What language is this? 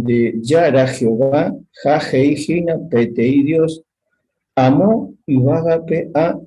Guarani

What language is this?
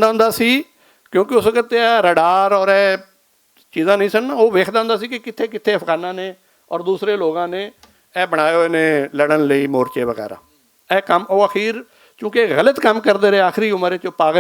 Western Panjabi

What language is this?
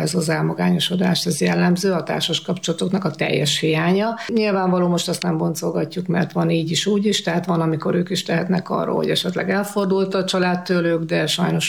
Hungarian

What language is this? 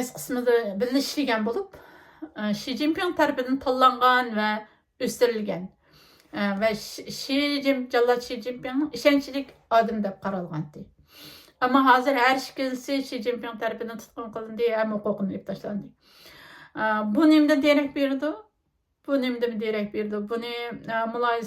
Uyghur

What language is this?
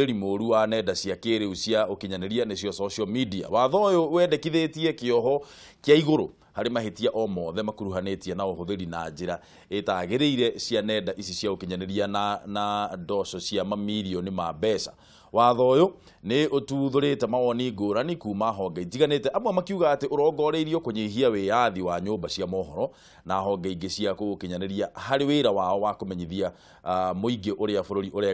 Kikuyu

